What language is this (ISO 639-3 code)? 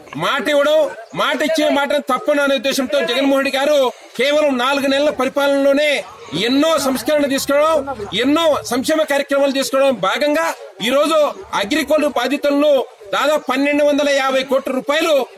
tel